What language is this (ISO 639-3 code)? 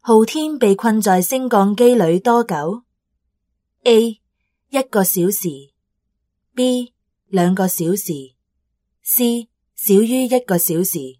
yue